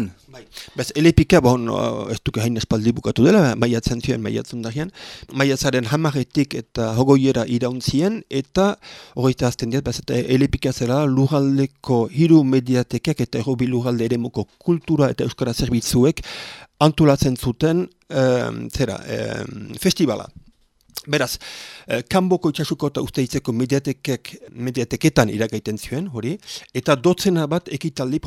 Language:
Basque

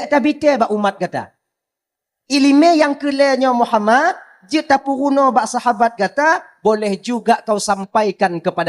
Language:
Achinese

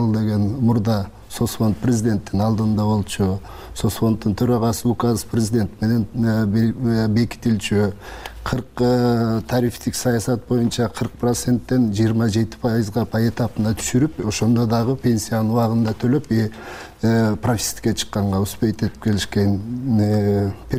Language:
Kyrgyz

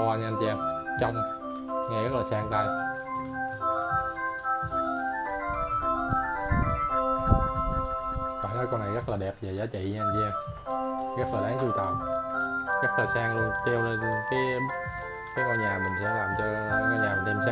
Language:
Vietnamese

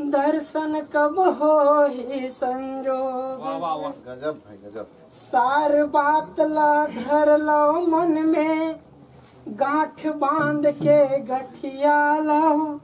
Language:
Chhattisgarhi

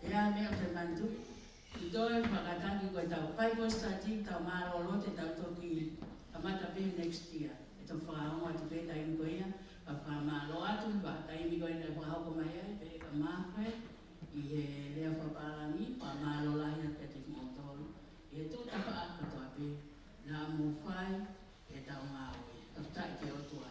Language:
Tongan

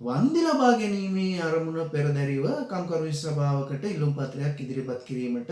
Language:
Sinhala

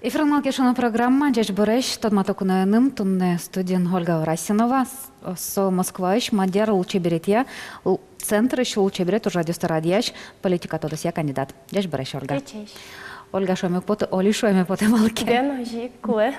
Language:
Udmurt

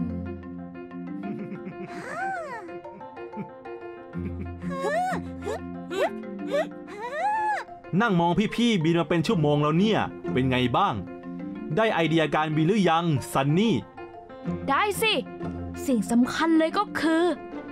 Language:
Thai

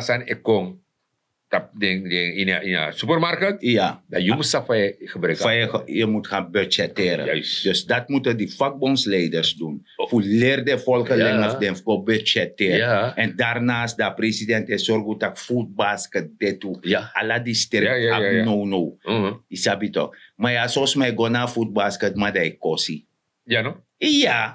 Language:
Sranan Tongo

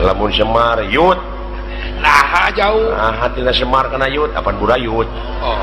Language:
Sundanese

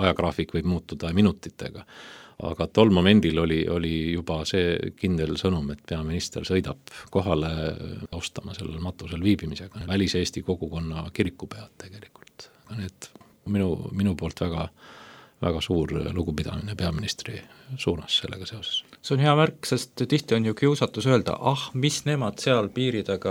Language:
Estonian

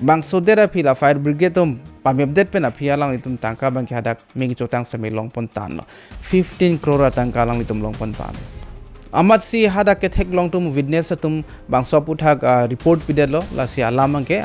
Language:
Karbi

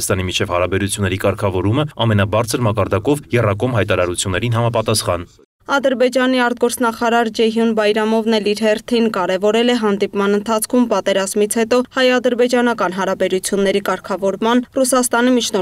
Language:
Armenian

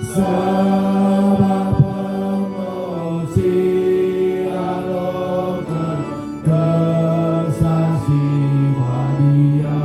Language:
Batak Karo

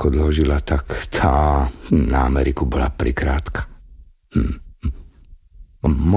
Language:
Slovak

